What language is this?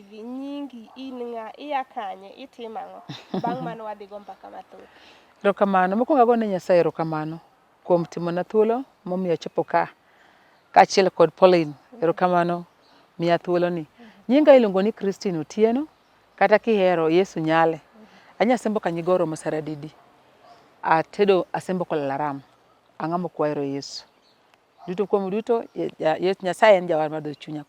Luo (Kenya and Tanzania)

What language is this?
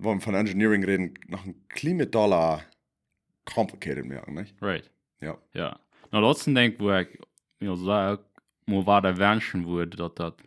Plautdietsch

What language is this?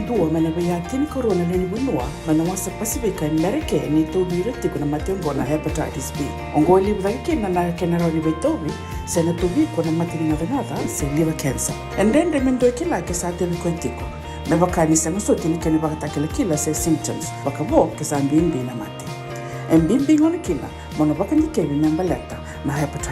Fijian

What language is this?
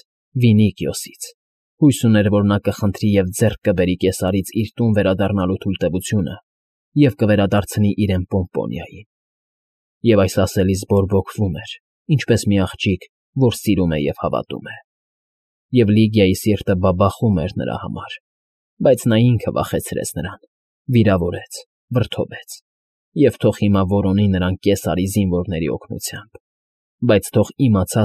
Armenian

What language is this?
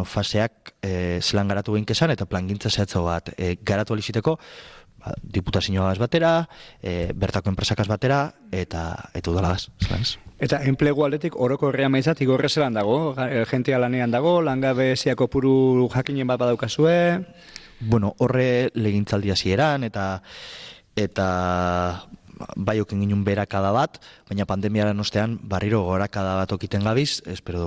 Basque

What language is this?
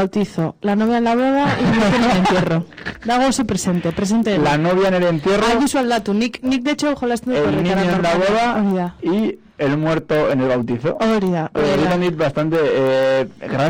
Basque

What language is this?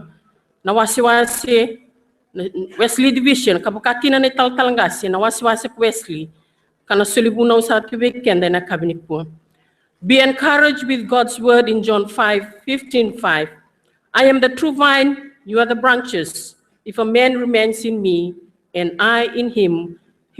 Fijian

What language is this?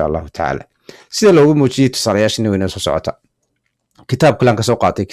Somali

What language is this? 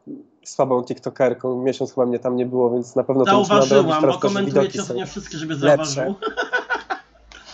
Polish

